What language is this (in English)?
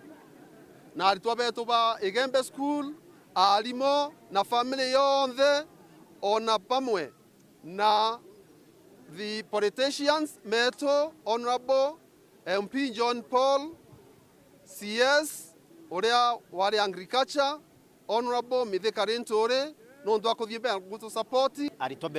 Meru